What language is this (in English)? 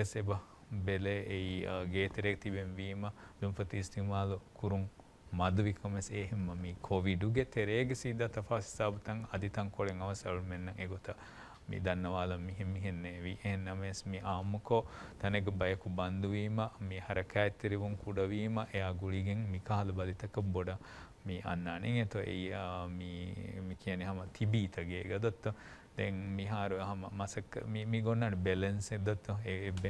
Divehi